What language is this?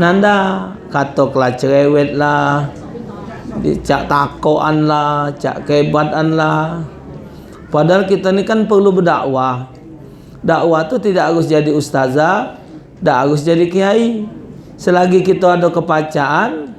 Musi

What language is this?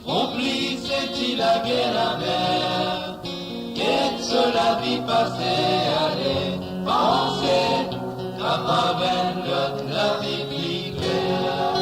Morisyen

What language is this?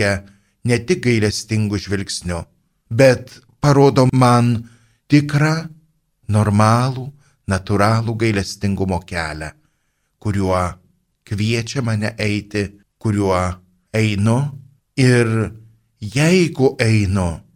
Lithuanian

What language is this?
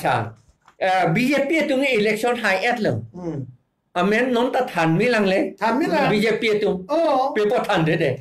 Karbi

